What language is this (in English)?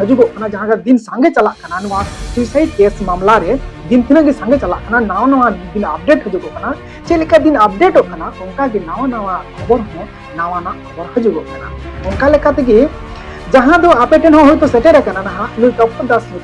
Santali